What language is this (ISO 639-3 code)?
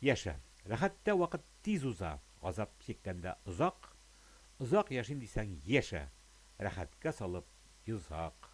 tat